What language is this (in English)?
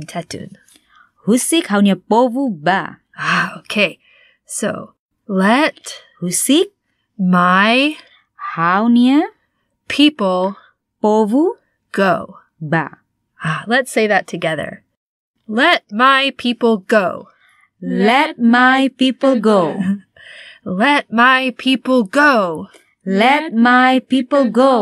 Tetum